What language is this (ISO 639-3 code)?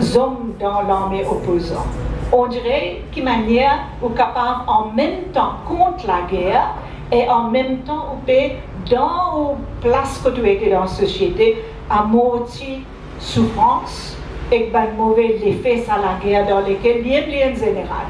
mfe